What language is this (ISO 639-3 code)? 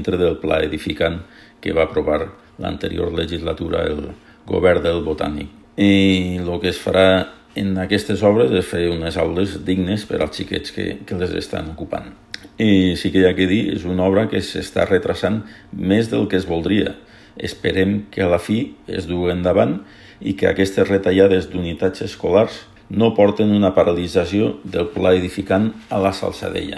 cat